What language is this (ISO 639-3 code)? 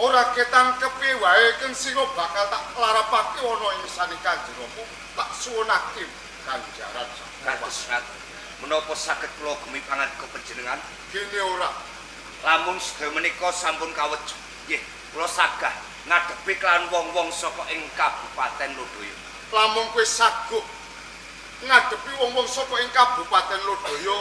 jav